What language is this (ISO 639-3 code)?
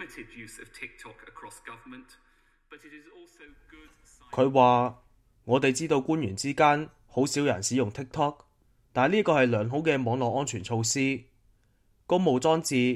yue